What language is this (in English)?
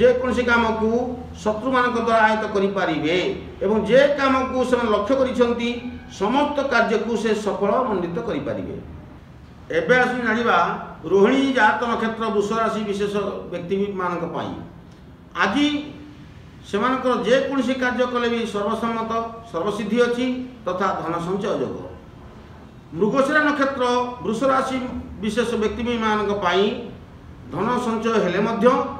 Odia